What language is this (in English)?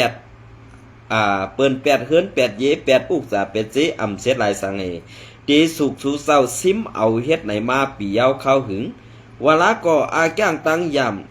Shan